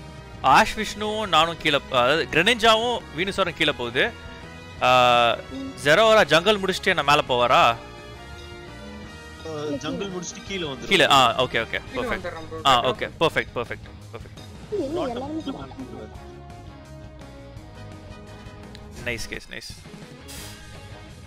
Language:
Tamil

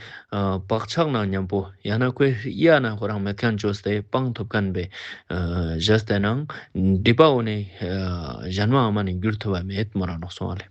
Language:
Ladakhi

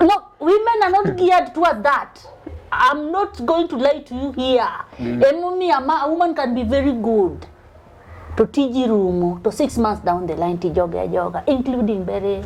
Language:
Luo (Kenya and Tanzania)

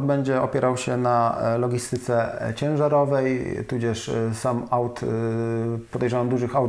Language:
Polish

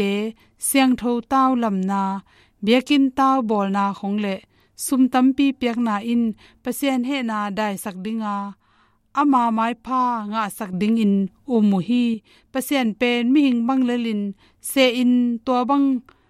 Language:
Tedim Chin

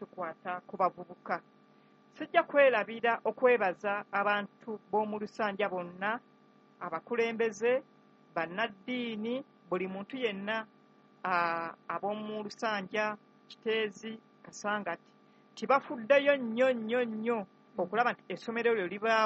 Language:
Ganda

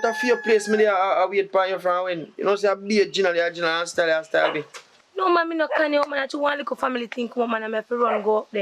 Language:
Jamaican Creole English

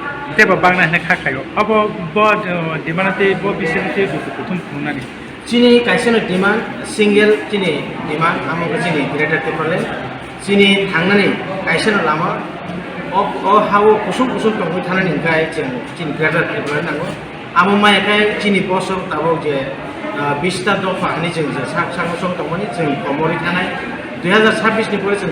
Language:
Kok Borok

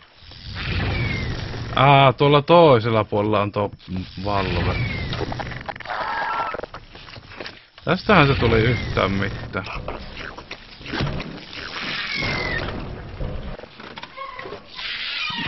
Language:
Finnish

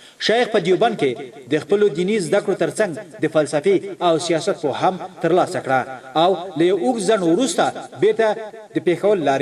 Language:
Pashto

